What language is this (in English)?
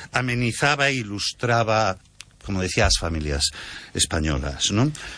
Galician